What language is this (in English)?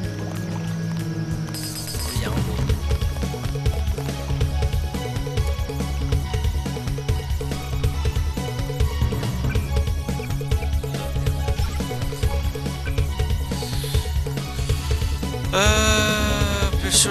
French